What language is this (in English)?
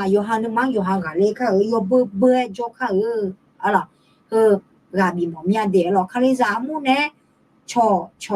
Akha